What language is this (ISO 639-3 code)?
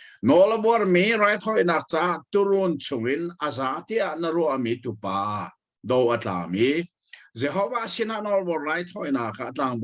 cnh